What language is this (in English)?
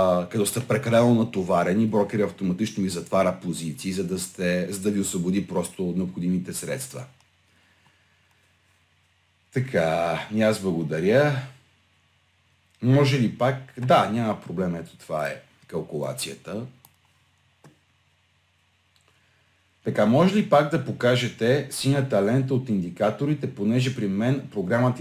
Bulgarian